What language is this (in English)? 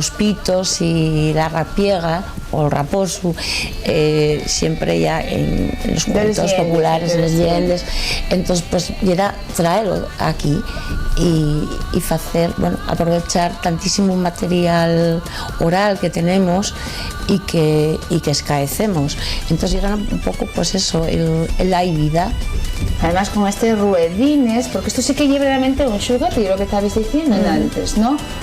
Asturian